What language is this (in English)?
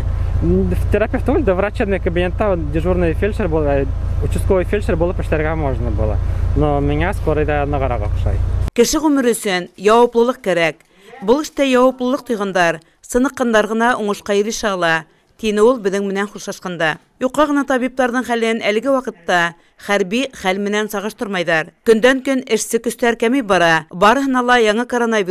Bashkir